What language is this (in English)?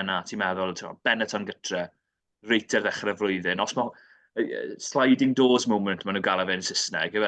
Welsh